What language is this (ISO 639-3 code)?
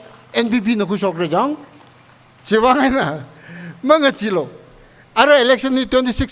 nmf